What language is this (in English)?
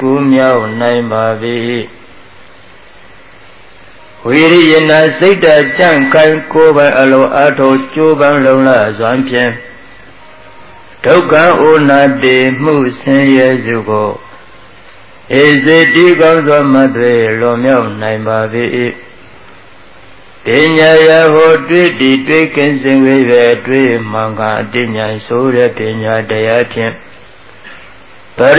Burmese